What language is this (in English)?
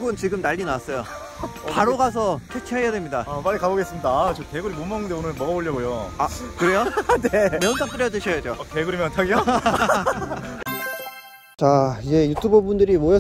Korean